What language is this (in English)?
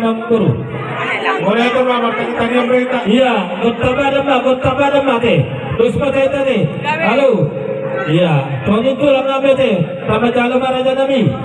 Batak Toba